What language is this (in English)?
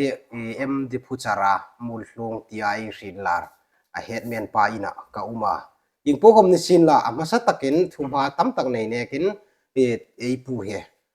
Hmar